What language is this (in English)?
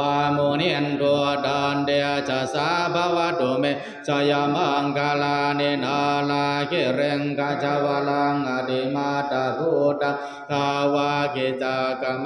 Pali